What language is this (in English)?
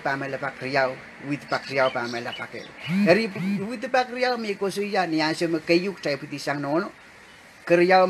Pohnpeian